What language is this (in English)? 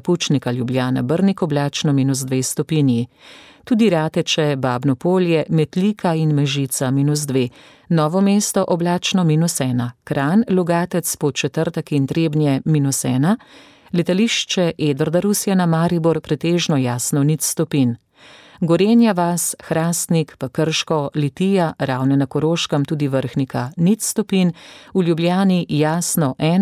Slovenian